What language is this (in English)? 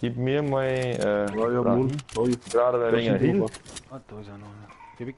Bavarian